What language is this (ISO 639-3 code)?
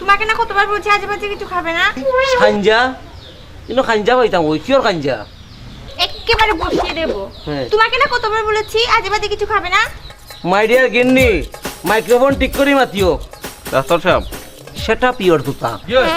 syl